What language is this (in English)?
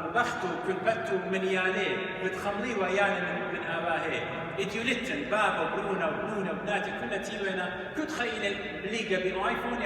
Assyrian Neo-Aramaic